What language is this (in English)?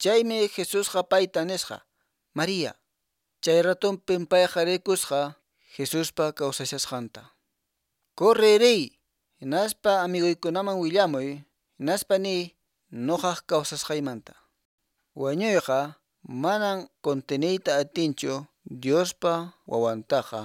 Quechua